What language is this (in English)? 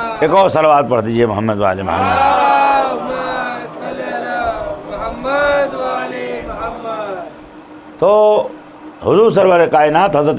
Urdu